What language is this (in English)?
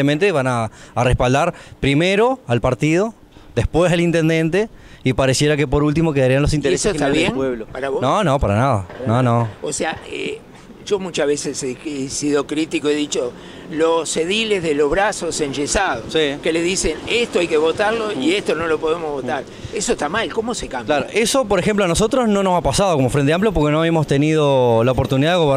Spanish